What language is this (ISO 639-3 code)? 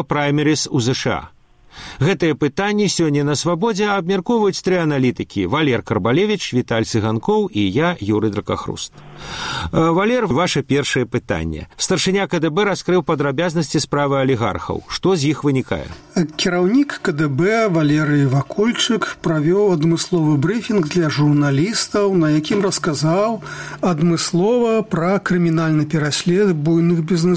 bel